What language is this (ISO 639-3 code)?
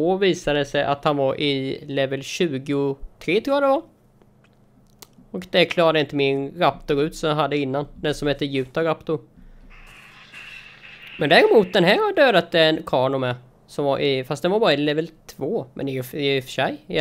swe